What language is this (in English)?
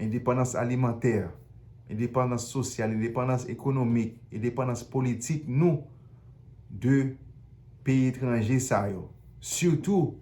Haitian Creole